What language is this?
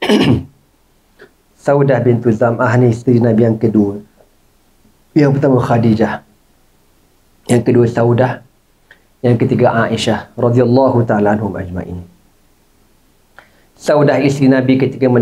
Malay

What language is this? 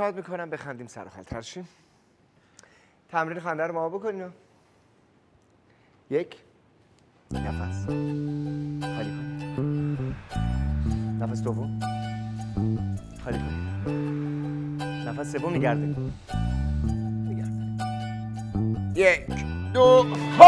Persian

